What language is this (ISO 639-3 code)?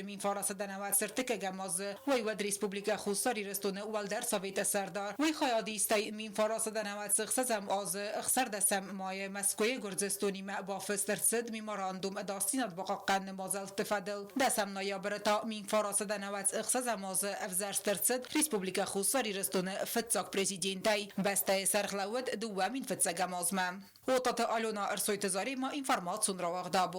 oss